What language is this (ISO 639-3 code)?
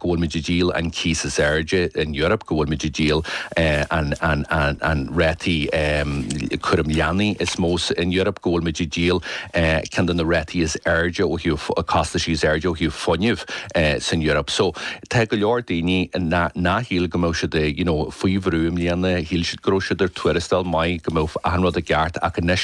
gle